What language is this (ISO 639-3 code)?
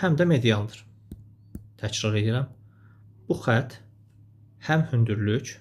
aze